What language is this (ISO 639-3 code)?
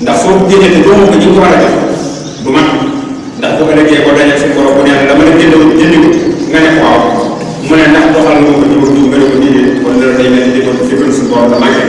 wol